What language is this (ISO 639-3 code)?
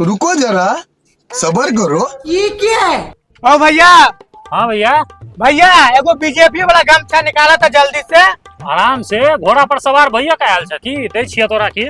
mai